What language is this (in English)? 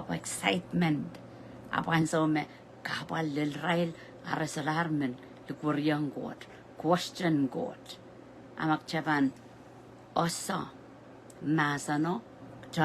Pohnpeian